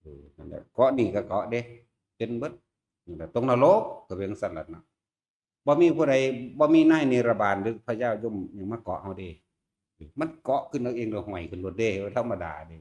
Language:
Northeastern Thai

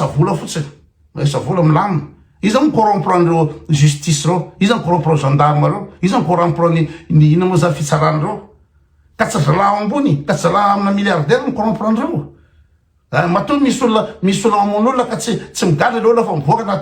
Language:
Malagasy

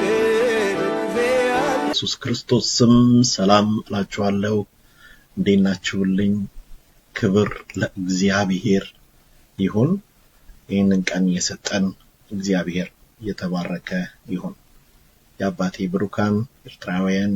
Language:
Amharic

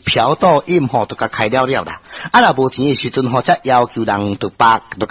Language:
Min Nan Chinese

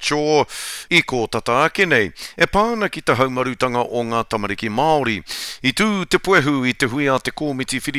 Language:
Māori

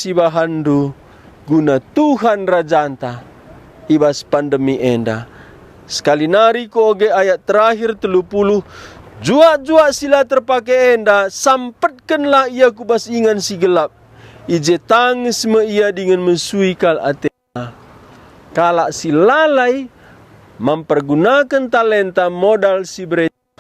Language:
Batak Karo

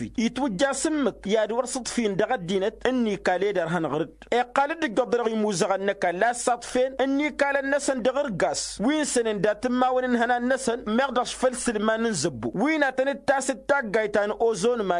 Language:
Tamasheq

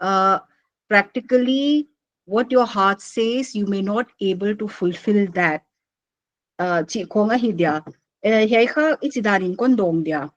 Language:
Paite Chin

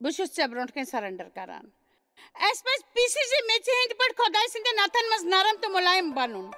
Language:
Kashmiri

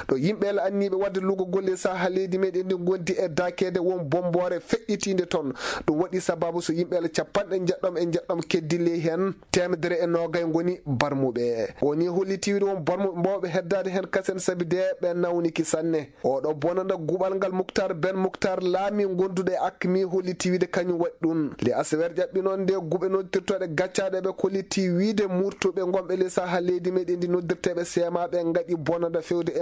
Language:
Fula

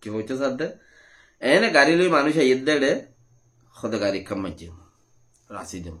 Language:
Rohingya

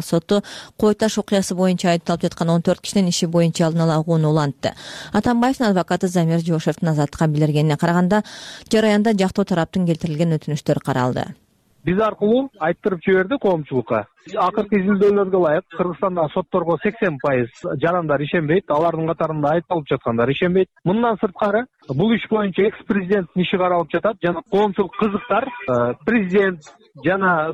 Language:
Kyrgyz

